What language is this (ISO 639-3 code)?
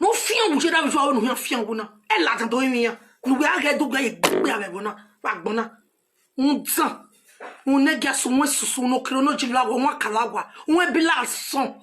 pcm